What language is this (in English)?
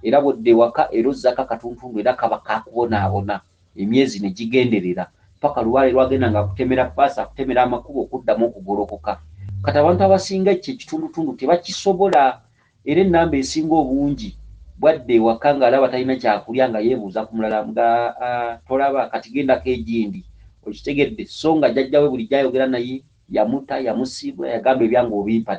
Ganda